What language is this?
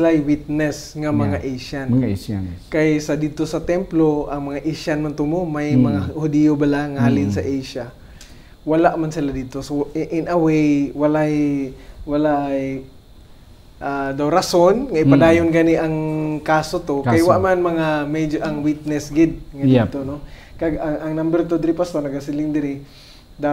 Hiligaynon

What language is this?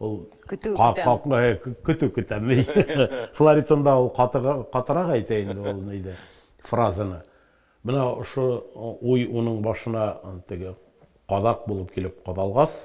Bashkir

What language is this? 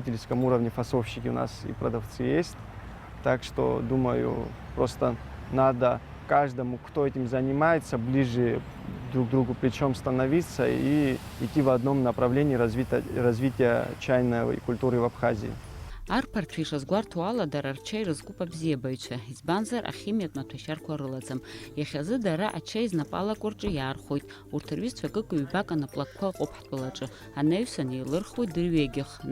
Abkhazian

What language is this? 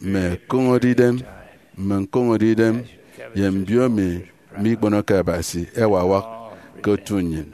Efik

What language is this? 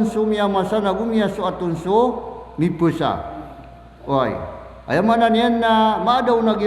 Maranao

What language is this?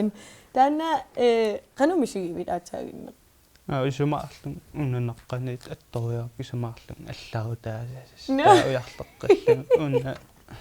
Kalaallisut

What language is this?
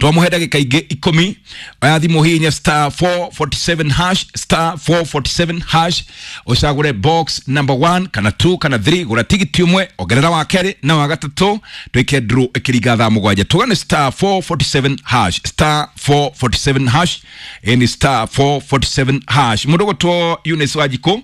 Kikuyu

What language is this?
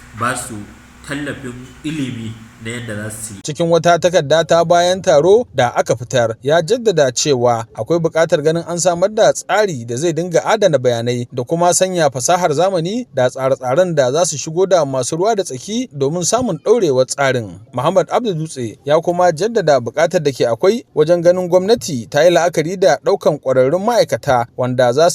Hausa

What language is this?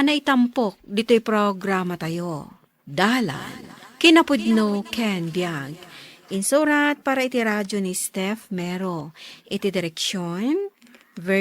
Iloko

